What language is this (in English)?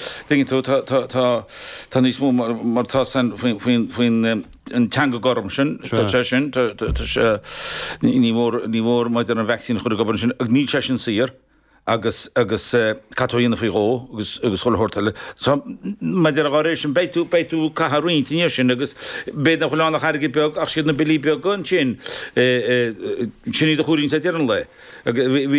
Irish